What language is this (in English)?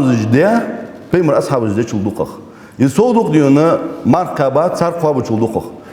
Ingush